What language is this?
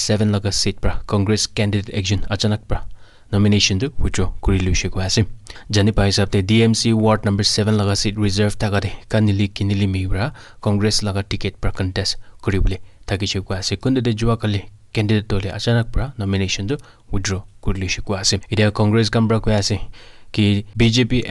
Naga Pidgin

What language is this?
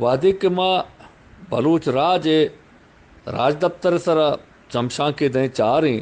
Eastern Balochi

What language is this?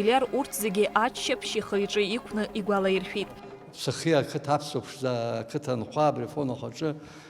Abkhazian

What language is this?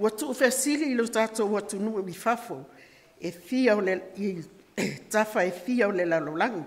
Samoan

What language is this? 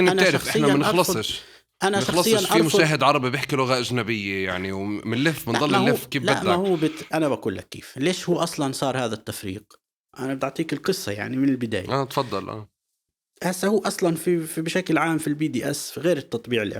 North Levantine Arabic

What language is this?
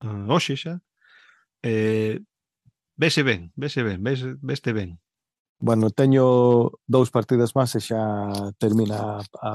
Galician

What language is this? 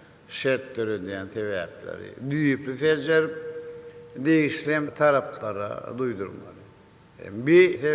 Turkmen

